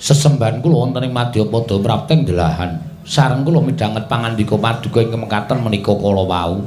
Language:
Javanese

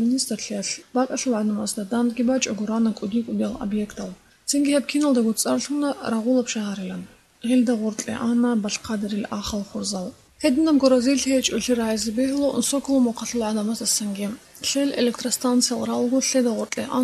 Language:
Avaric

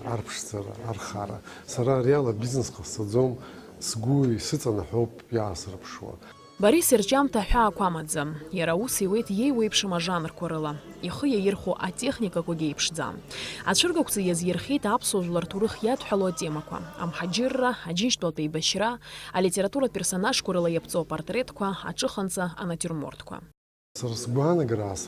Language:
Abkhazian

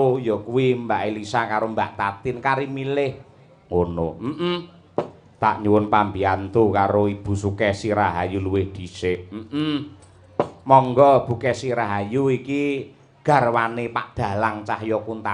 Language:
Javanese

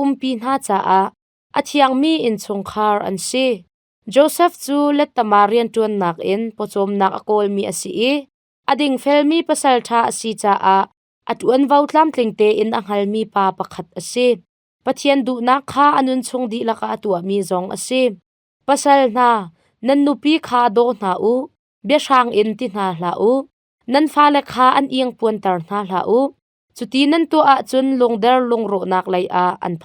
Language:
Hakha Chin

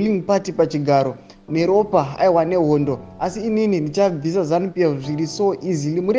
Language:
Shona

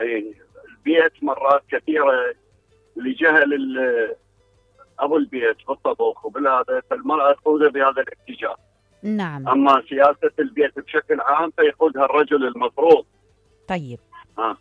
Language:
Mesopotamian Arabic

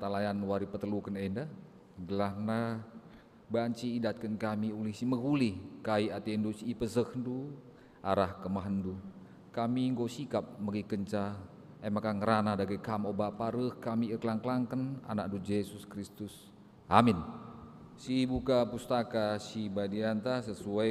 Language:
Batak Karo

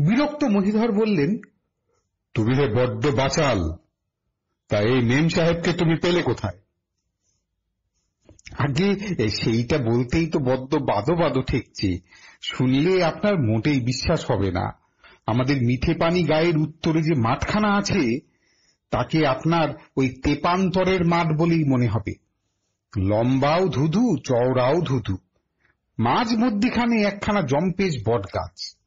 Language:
Bangla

